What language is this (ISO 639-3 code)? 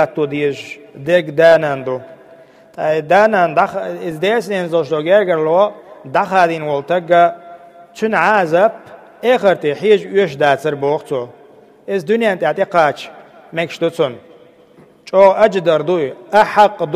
che